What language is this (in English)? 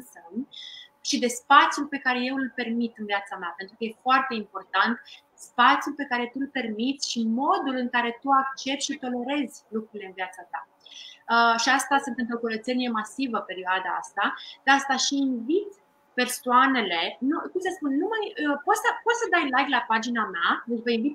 Romanian